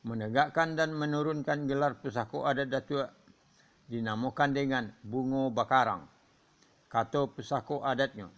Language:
Minangkabau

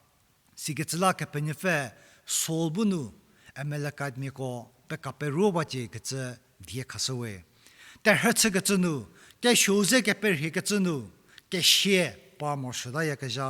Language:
Angami Naga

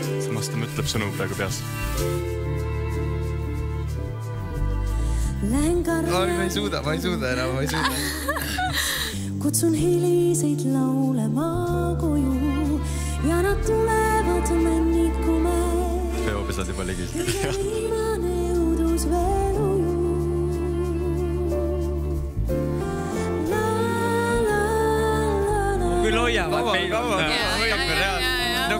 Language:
Estonian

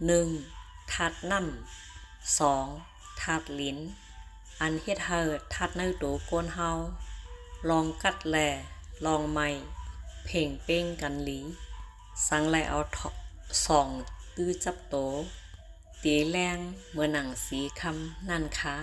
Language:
Shan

